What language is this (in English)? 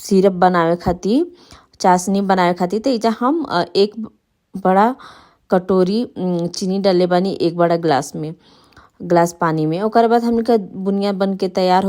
Bhojpuri